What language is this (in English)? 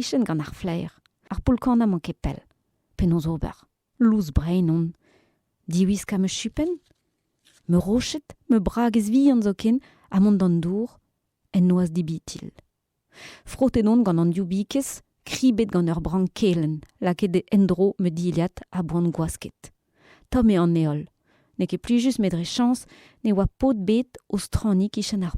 Breton